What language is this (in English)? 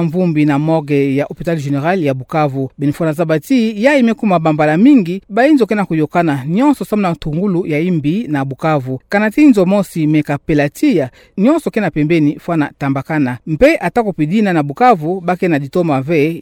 Kituba (Democratic Republic of Congo)